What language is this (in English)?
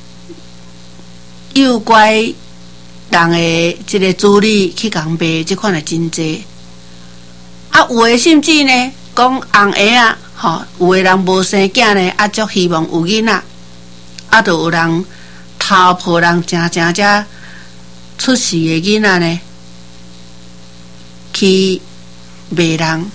Min Nan Chinese